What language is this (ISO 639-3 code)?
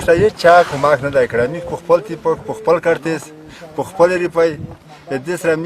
pus